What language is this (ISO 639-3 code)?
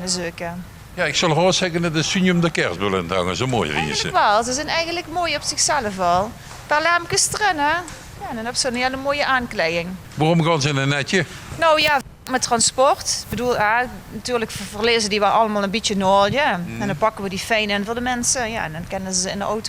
lim